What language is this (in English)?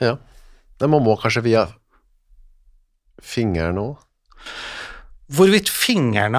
Norwegian